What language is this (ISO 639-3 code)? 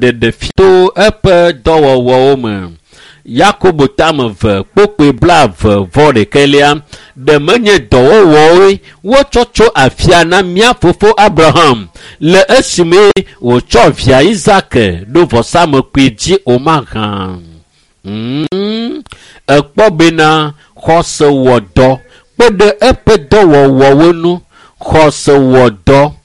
ewe